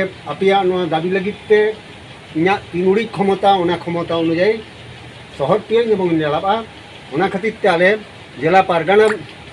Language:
Santali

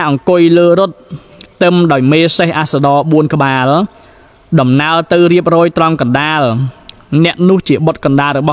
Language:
Khmer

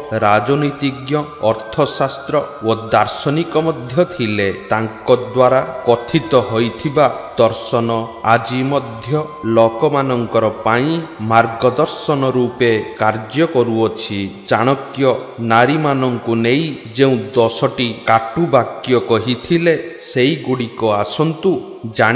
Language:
Odia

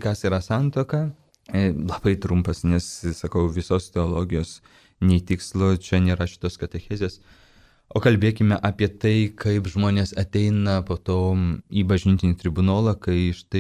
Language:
Lithuanian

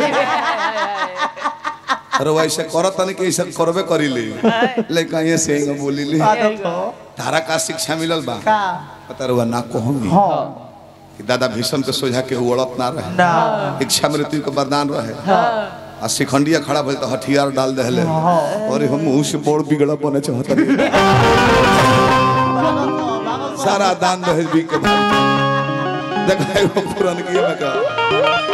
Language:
Bhojpuri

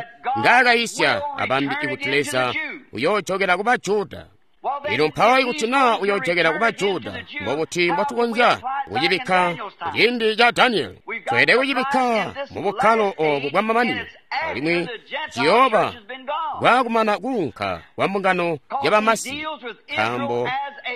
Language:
Tonga (Zambia)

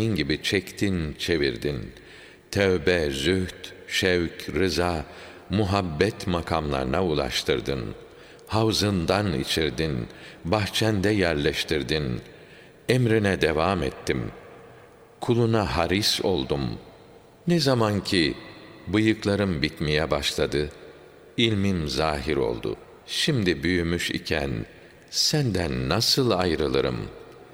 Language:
Turkish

